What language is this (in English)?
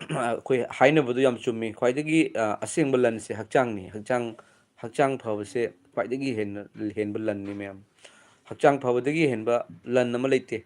Manipuri